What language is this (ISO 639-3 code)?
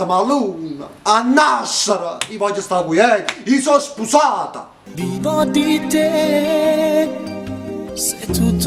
nap